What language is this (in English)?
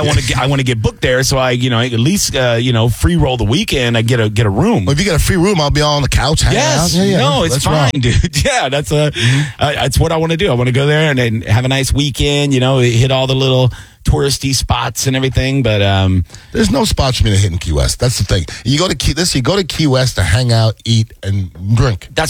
English